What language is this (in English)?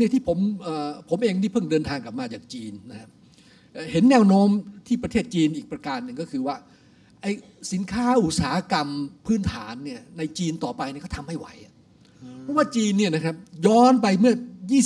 Thai